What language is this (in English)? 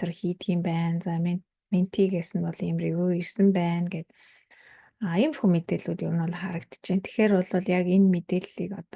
Mongolian